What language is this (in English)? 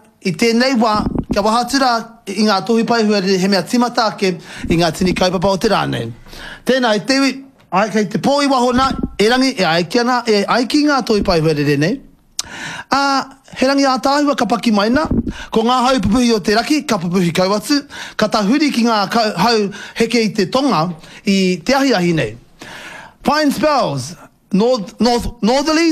Māori